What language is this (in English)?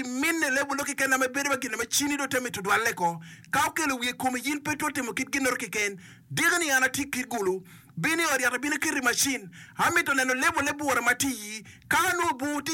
Acoli